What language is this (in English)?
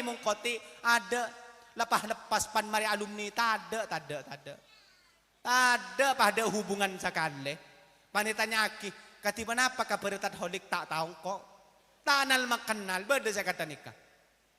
Madurese